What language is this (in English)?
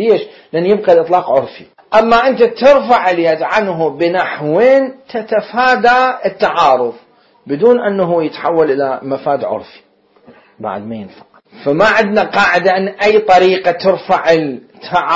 Mesopotamian Arabic